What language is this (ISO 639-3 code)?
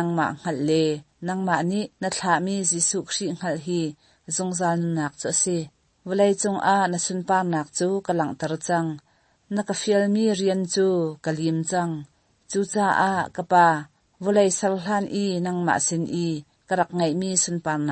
cnh